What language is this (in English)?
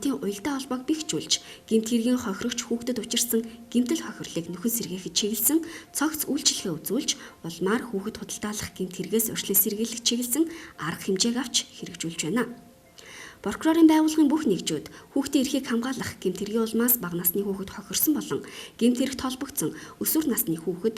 Mongolian